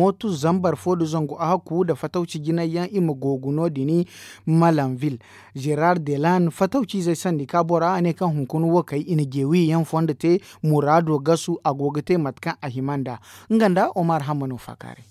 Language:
Zarma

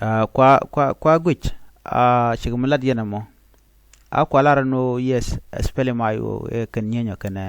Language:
Nuer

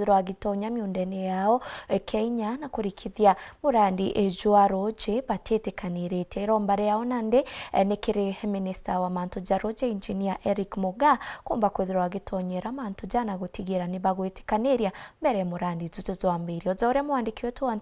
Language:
Meru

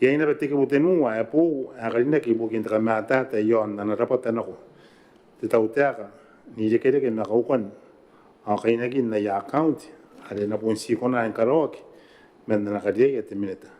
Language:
Gilbertese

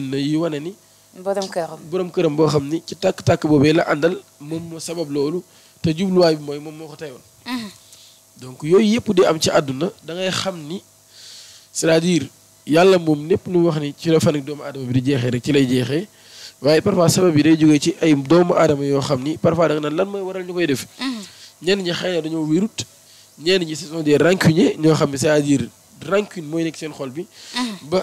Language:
Wolof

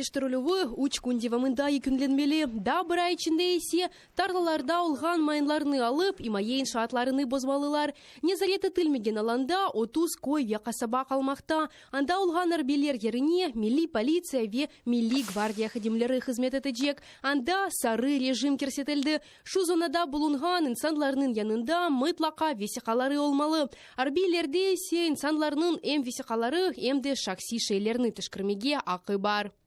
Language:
Crimean Tatar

